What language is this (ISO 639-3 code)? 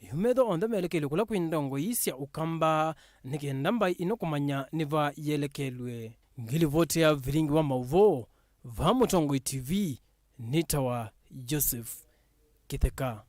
kam